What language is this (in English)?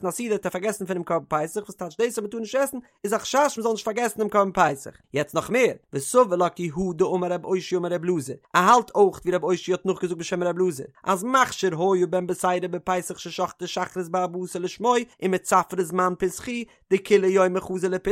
Yiddish